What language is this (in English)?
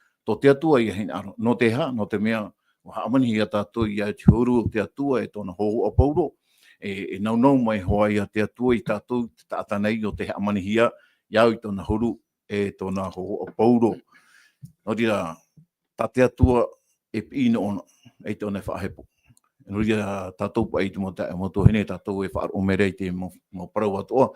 Tahitian